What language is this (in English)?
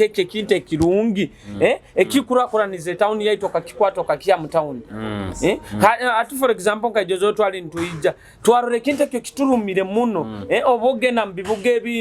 Nyoro